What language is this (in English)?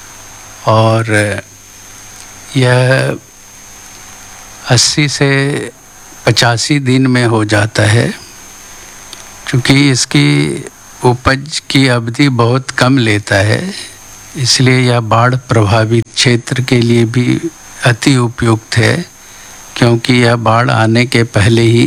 Hindi